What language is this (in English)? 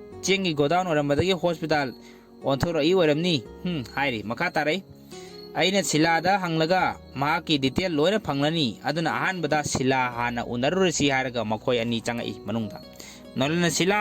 Manipuri